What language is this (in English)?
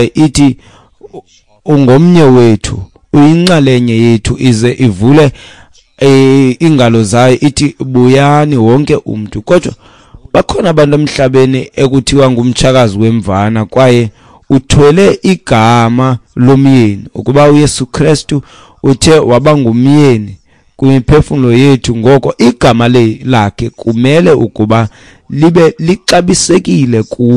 Xhosa